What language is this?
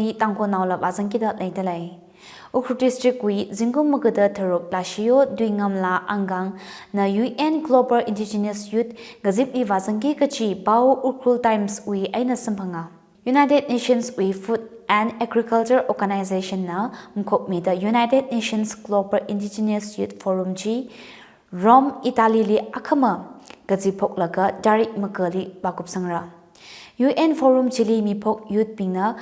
Tangkhul Naga (India)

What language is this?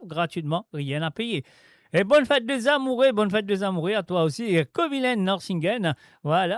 Morisyen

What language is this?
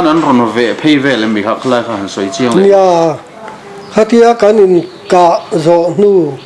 Mizo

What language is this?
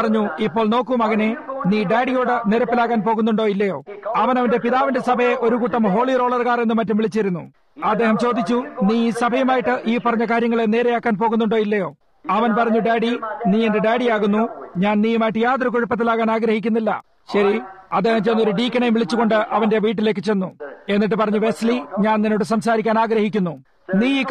Malayalam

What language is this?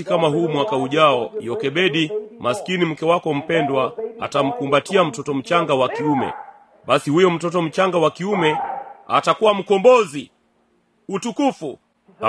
Swahili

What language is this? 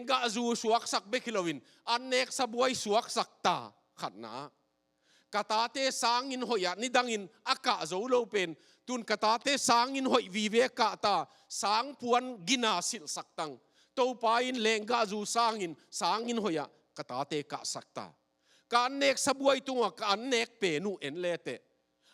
Tedim Chin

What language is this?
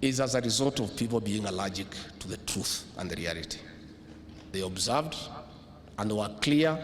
Meru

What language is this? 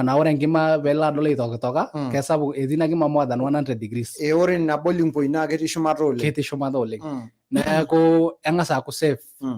Masai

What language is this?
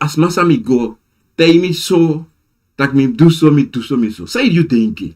Sranan Tongo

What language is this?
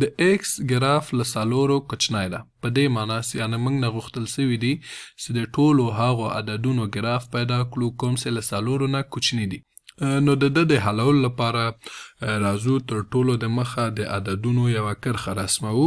Pashto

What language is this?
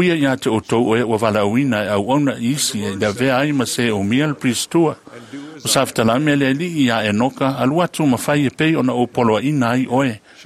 Samoan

